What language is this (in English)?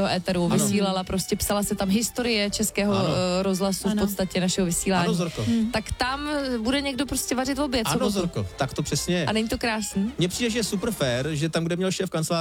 Czech